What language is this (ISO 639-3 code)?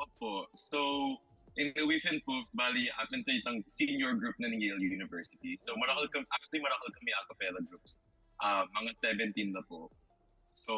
pam